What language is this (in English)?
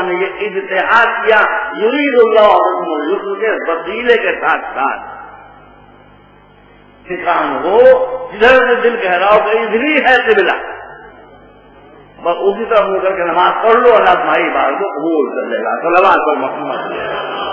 Urdu